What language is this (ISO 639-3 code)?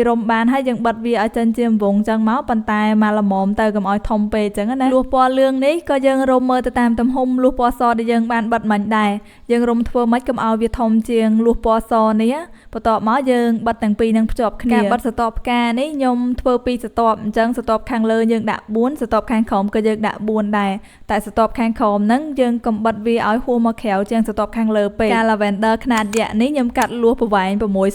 khm